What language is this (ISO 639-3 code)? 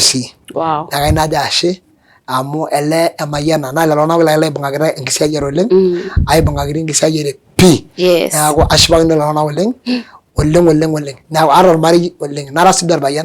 mas